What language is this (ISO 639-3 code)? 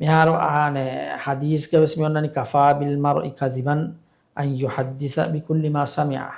div